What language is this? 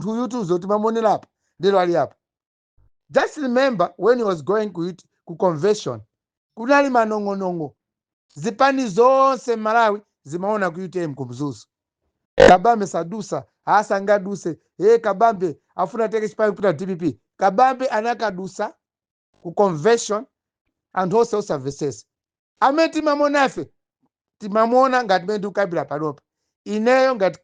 Nyanja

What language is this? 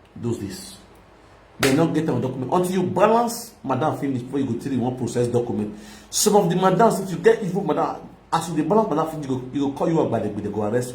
Nigerian Pidgin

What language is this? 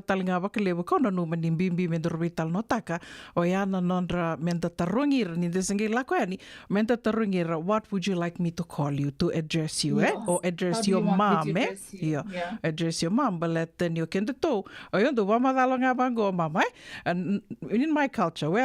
Fijian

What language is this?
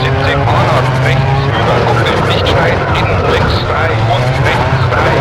Bavarian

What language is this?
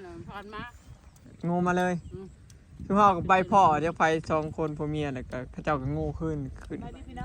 Northeastern Thai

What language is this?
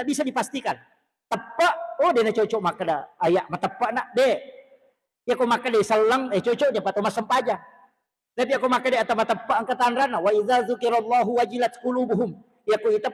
Buginese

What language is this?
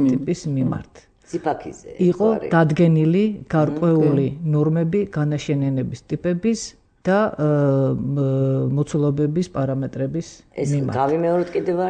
Georgian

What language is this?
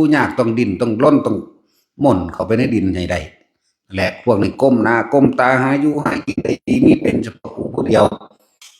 Lao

